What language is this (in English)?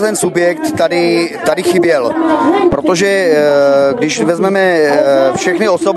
Czech